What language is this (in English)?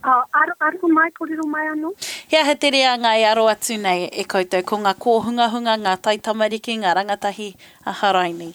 Māori